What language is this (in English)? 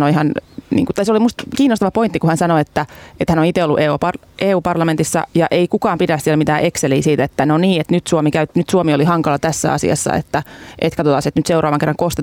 Finnish